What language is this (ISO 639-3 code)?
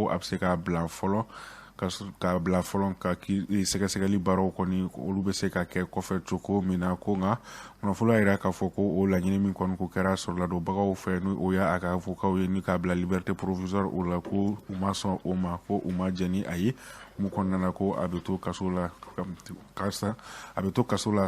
bam